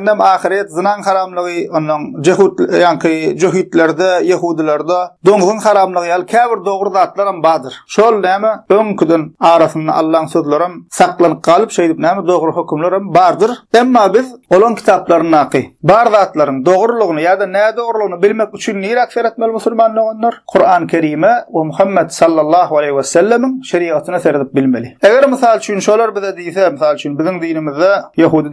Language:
Turkmen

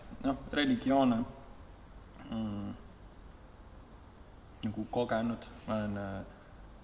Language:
Estonian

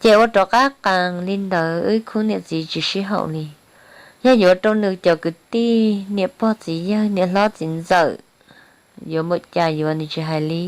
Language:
Hmong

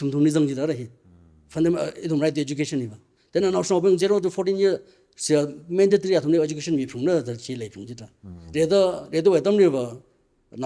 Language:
Tangkhul Naga (India)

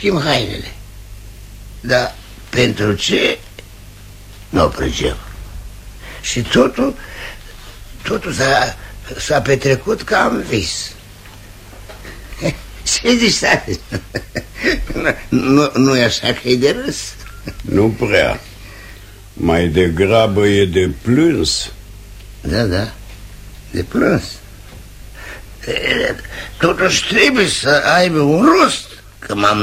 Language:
Romanian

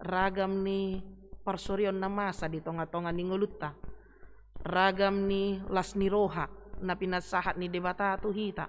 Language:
Batak Toba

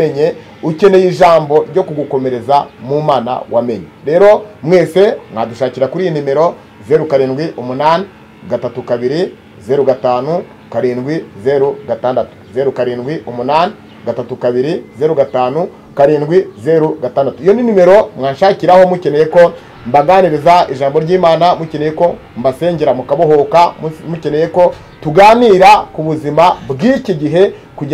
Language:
Kinyarwanda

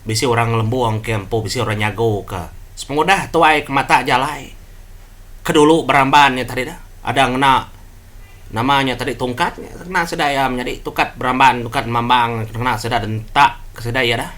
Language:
Iban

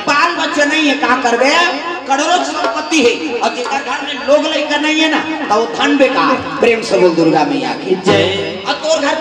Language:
Chhattisgarhi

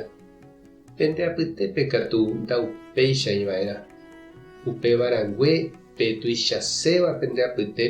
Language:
Guarani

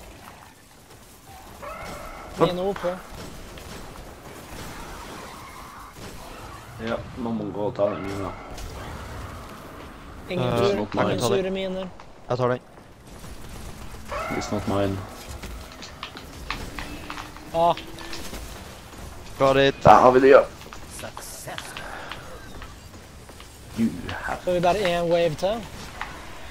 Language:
Norwegian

